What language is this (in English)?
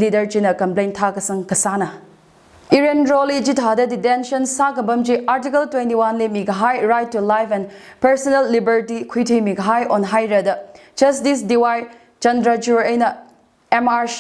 Tangkhul Naga (India)